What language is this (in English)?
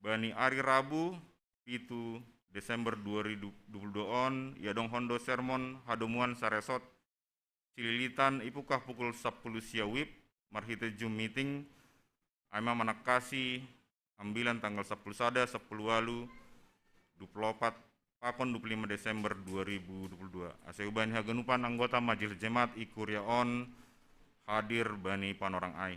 Batak Simalungun